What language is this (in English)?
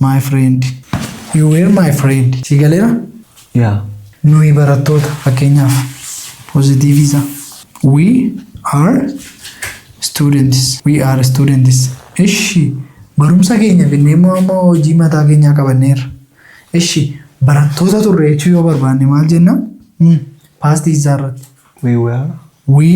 Oromo